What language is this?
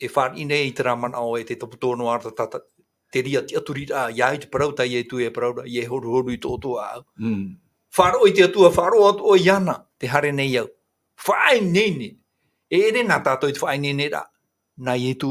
Tahitian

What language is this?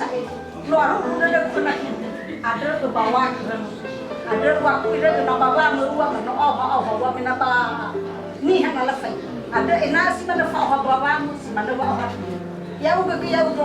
Nias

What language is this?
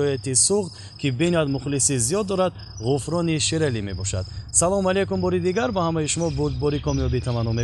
Tajik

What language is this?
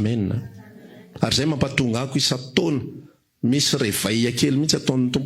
Malagasy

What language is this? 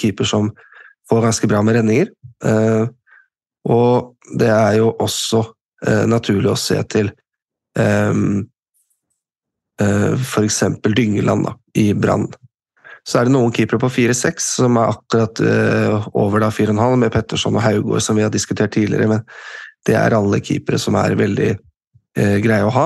Norwegian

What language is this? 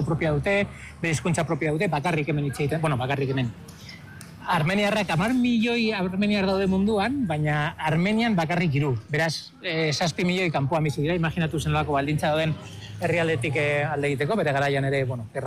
Basque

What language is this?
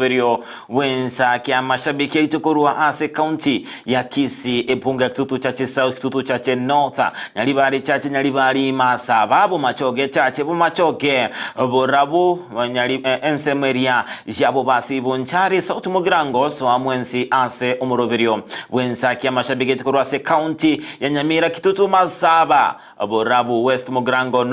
Gusii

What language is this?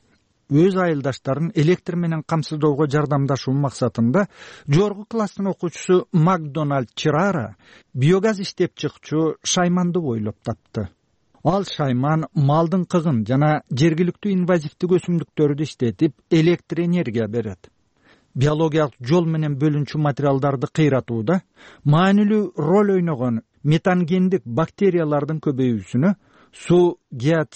Kyrgyz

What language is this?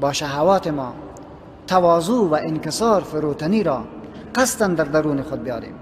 Persian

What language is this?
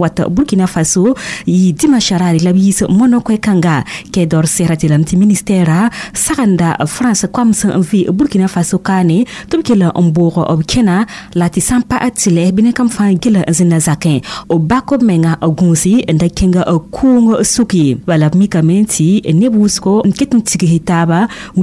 Mossi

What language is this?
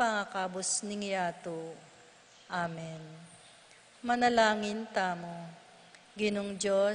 Pampanga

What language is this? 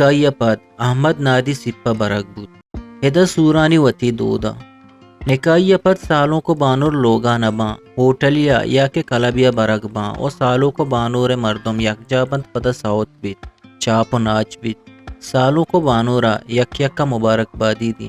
Eastern Balochi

